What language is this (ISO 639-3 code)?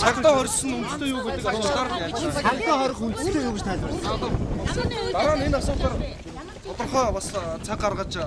mon